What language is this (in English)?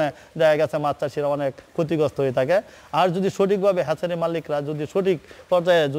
Bangla